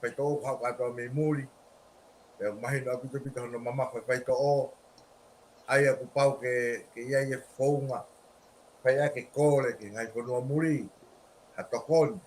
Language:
Tongan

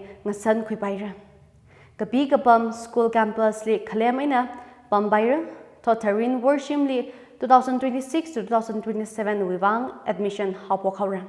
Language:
Tangkhul Naga (India)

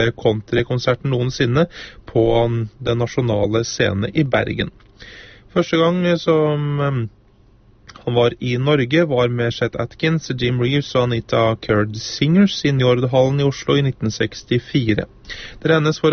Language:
Norwegian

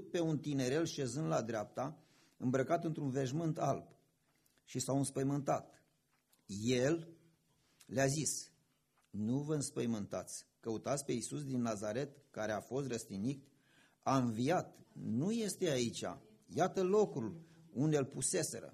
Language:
Romanian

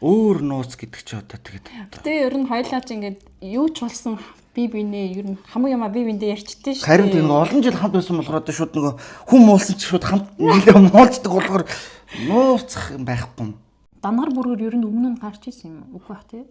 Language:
Mongolian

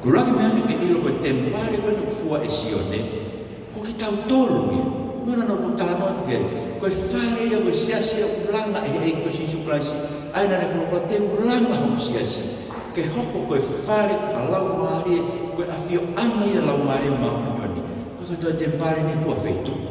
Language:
Tongan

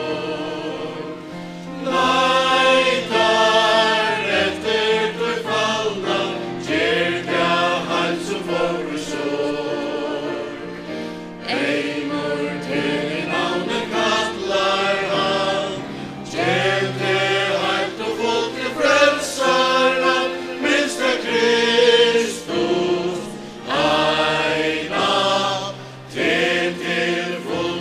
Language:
Faroese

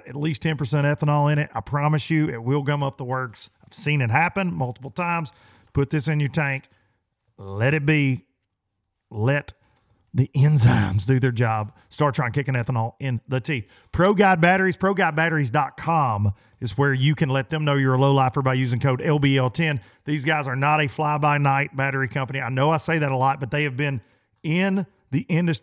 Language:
English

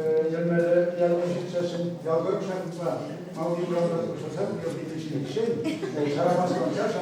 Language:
Chuvash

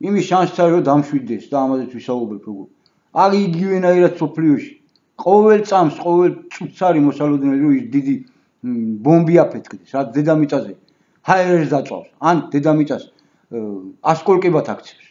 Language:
Georgian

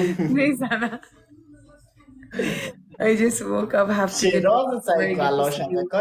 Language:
Persian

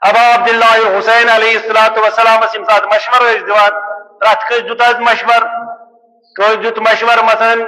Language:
Kashmiri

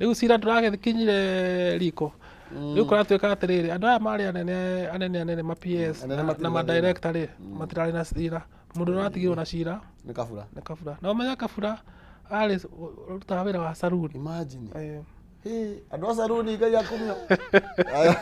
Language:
Kikuyu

